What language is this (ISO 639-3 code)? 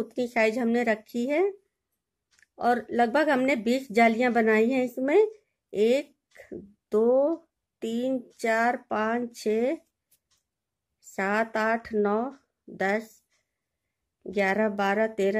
hin